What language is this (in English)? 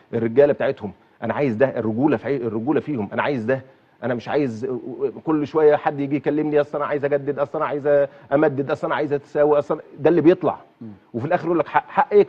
Egyptian Arabic